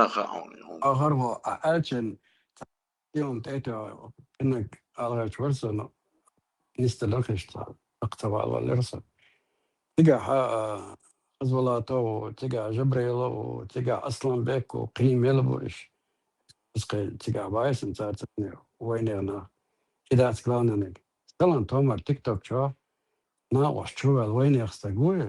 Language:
Chechen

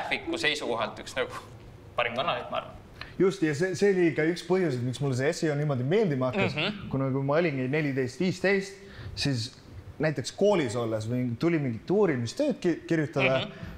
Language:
Estonian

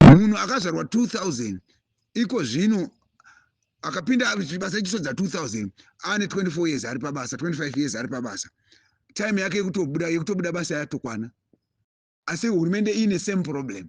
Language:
Shona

